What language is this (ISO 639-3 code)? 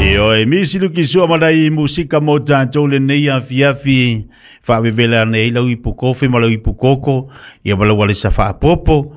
smo